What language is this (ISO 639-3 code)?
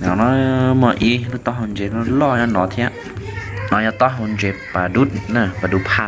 hmn